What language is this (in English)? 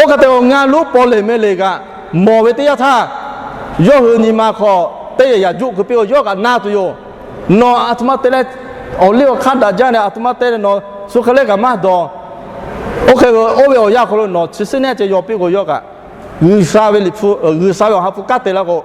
Lahu